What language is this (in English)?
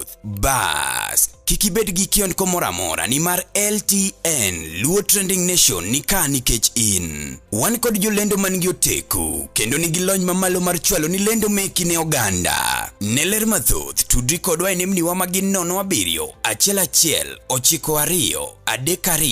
Luo (Kenya and Tanzania)